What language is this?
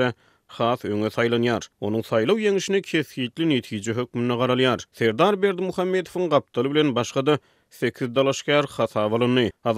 Turkmen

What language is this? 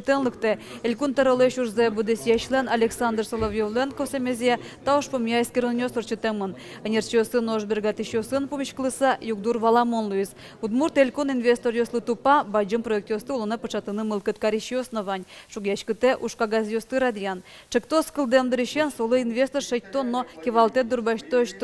Udmurt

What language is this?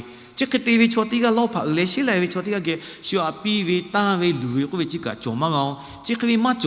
Lahu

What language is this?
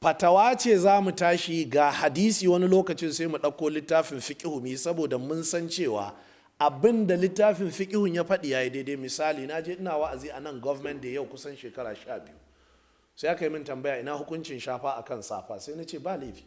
Hausa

